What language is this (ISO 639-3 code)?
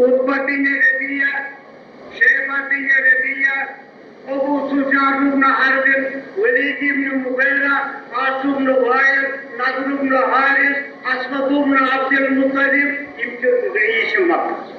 kas